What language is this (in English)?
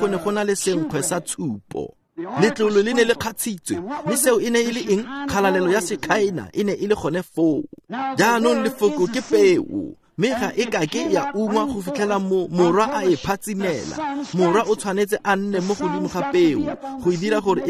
Tswana